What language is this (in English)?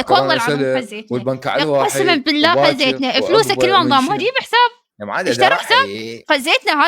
Mesopotamian Arabic